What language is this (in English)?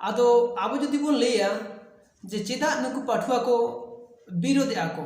Santali